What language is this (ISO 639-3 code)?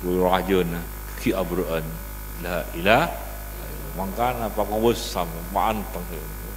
mad